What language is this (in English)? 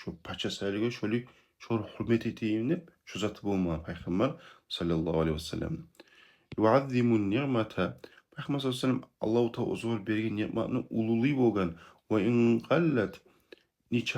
Kumyk